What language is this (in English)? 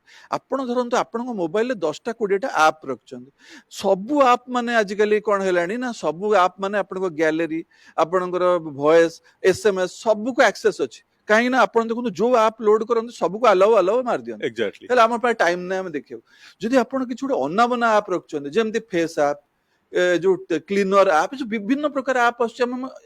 Odia